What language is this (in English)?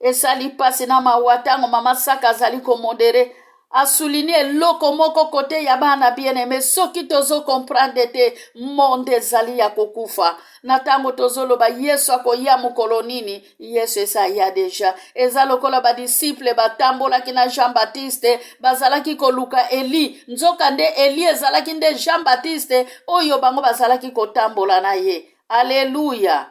Lingala